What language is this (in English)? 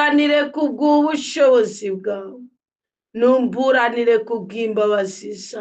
Rundi